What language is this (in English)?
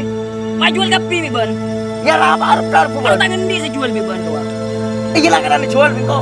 Madurese